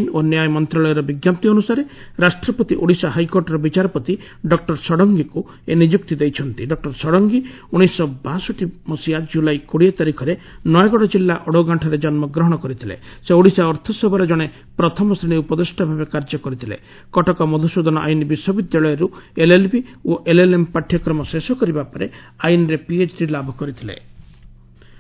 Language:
Odia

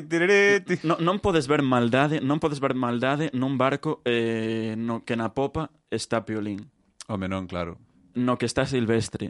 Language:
Galician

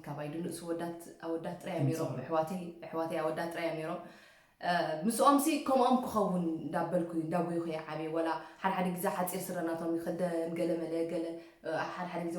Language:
Tigrinya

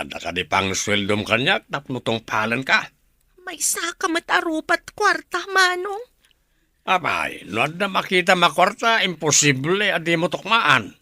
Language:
Iloko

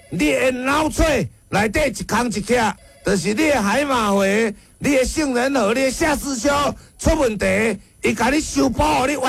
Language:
Min Nan Chinese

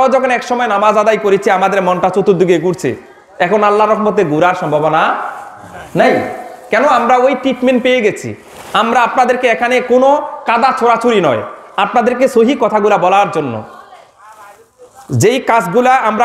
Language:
Bangla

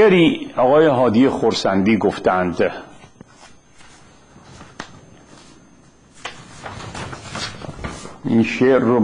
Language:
Persian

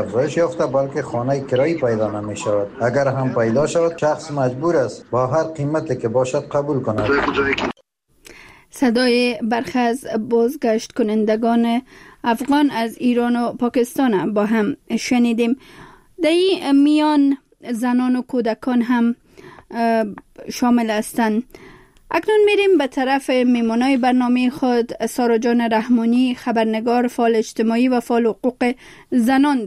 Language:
Persian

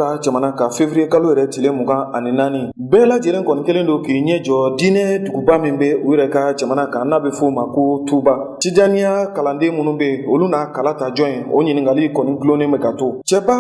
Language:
Bambara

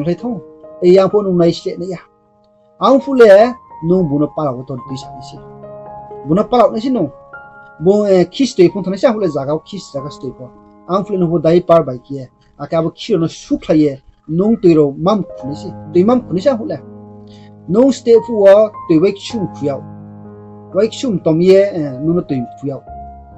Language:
Riang (India)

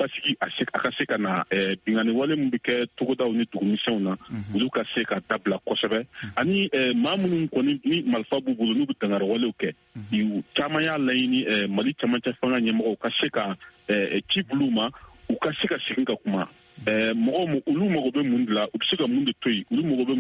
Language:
Bambara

